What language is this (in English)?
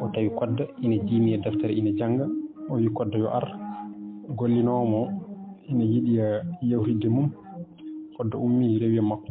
Fula